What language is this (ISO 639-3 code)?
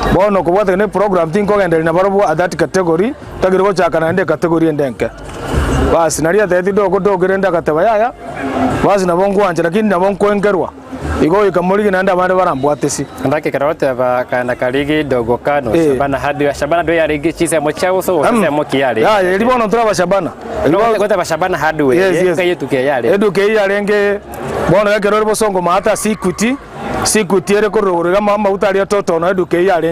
guz